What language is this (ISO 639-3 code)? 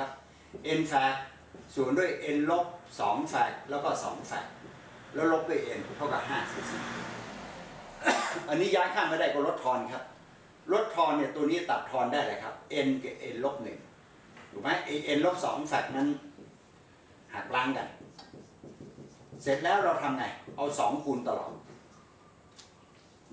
tha